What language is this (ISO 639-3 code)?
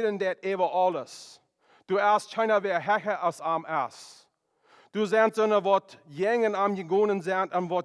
pdt